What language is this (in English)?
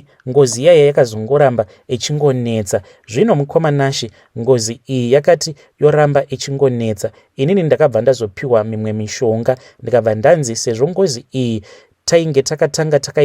Shona